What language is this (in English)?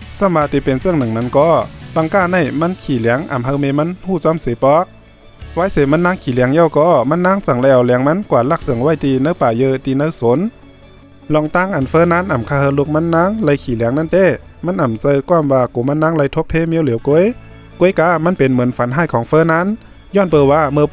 Shan